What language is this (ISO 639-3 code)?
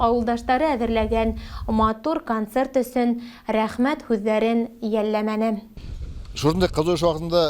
bak